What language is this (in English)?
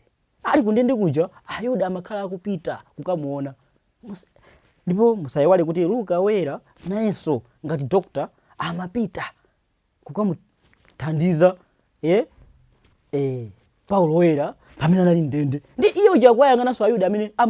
Nyanja